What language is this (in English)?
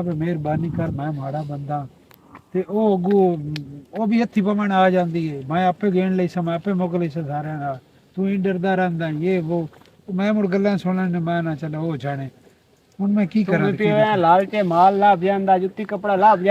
Western Panjabi